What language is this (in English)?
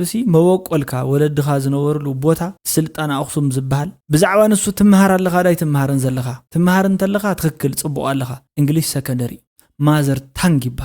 Tigrinya